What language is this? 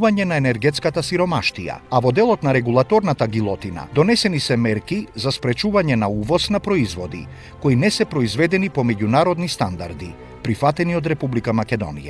Macedonian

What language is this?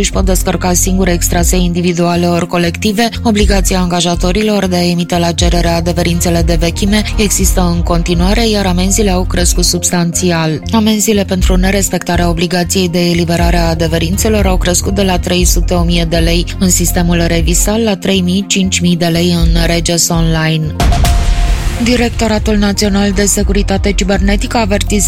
Romanian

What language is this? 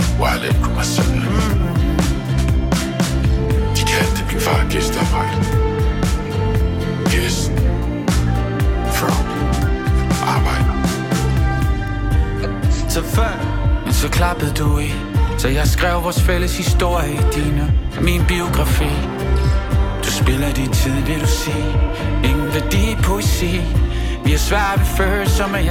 Danish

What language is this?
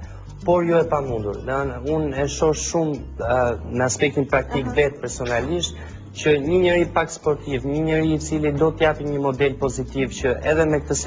Albanian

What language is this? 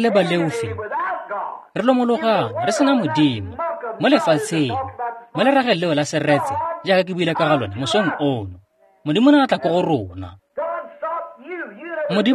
Tswana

